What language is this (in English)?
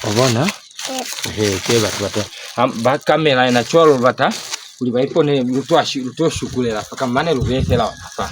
Lozi